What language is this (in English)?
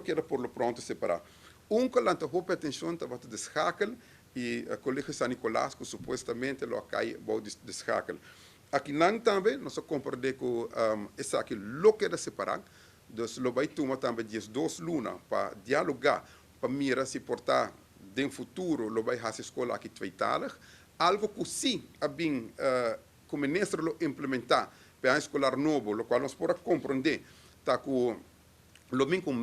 Papiamento